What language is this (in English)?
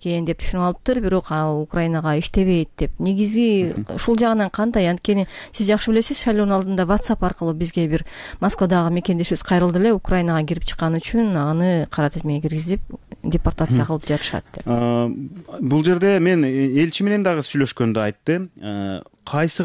Kyrgyz